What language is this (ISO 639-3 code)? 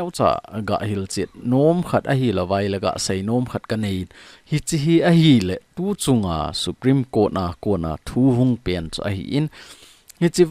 tcz